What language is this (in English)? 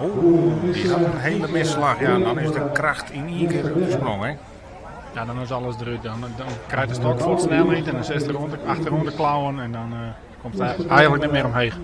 Western Frisian